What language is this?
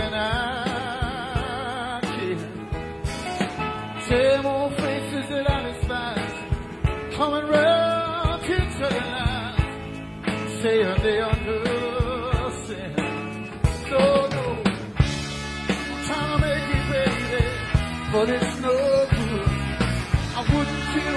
English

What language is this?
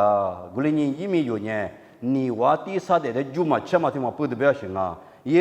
Lisu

